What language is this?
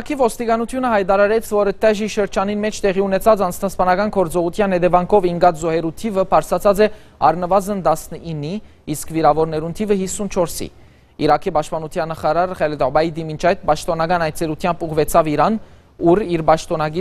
Western Armenian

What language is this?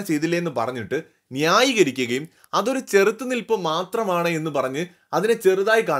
Malayalam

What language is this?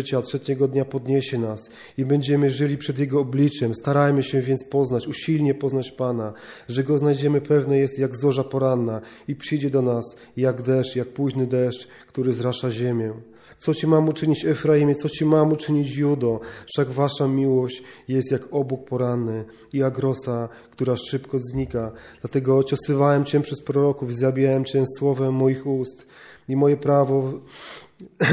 Polish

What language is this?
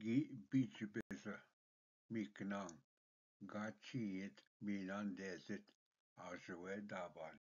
Ojibwa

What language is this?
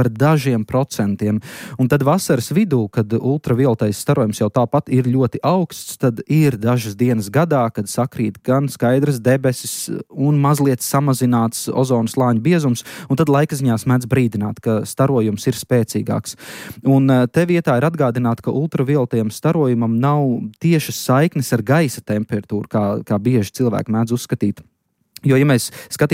Latvian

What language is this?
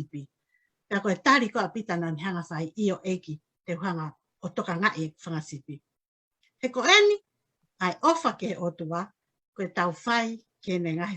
Tongan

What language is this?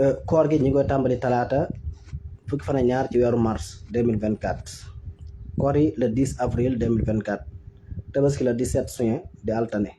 Wolof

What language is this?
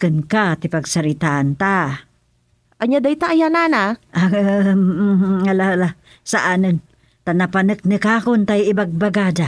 Iloko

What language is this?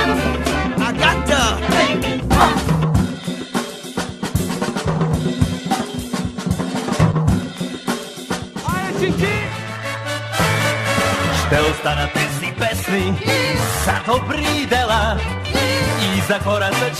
Bulgarian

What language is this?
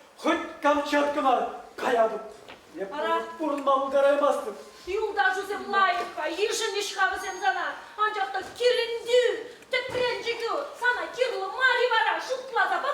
Chuvash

